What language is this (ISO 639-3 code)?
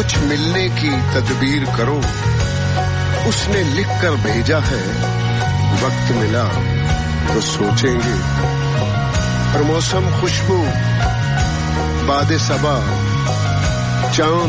pan